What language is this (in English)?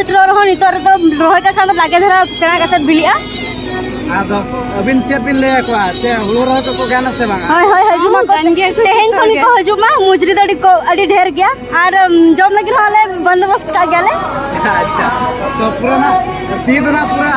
Santali